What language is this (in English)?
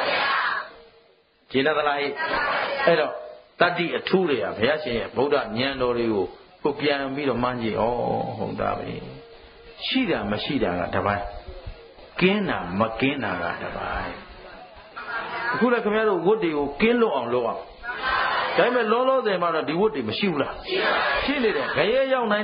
Burmese